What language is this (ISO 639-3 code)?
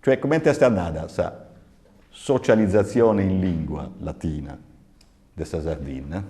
srd